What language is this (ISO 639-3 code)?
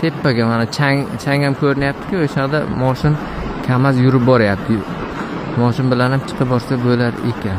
uzb